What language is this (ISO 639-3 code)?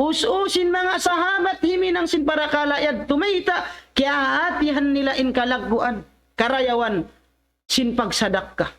tsg